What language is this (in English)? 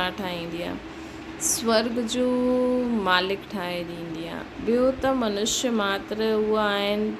Sindhi